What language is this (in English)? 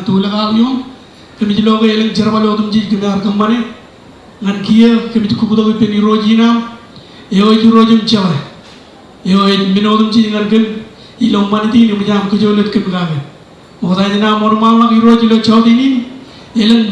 Marshallese